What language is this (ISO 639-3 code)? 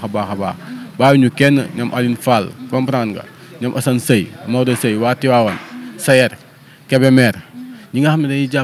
wol